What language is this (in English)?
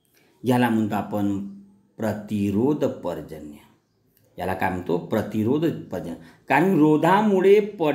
Marathi